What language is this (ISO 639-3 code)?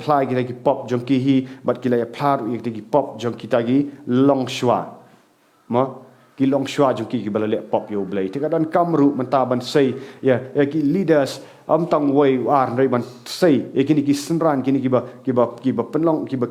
kha